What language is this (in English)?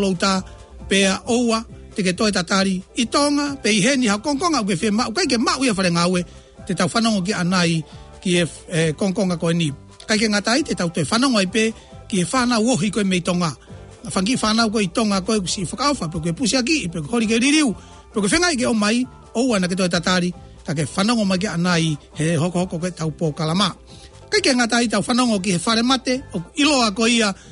Tongan